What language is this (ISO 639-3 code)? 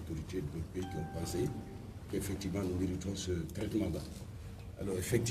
fra